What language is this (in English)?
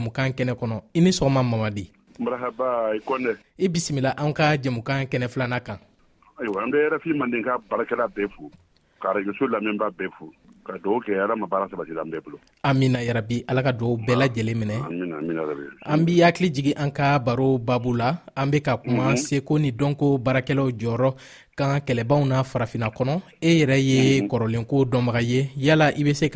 Bambara